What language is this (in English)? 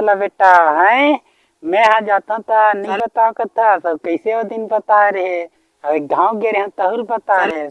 Chhattisgarhi